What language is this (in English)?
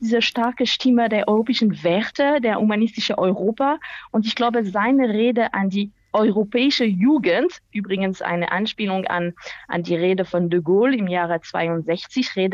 German